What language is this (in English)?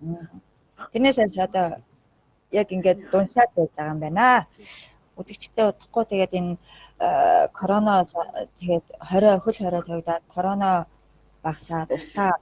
Mongolian